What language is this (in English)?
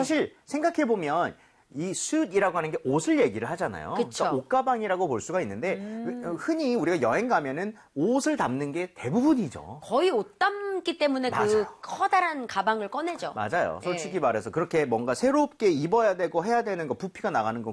Korean